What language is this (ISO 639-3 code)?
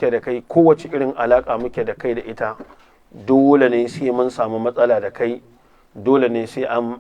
hau